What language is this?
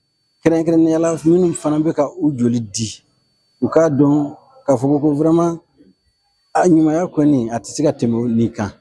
Bambara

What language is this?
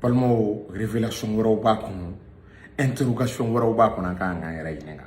Bambara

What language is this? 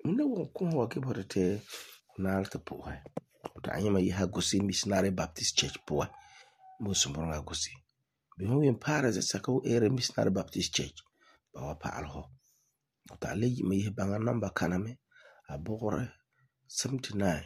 Frafra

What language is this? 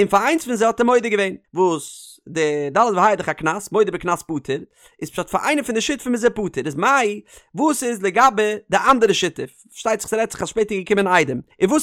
Yiddish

